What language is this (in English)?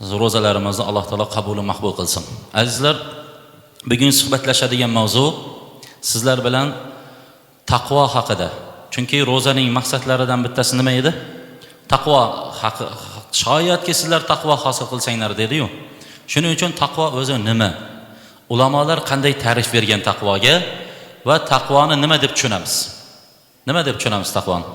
Uzbek